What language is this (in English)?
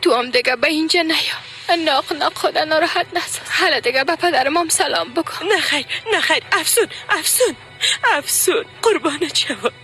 Tajik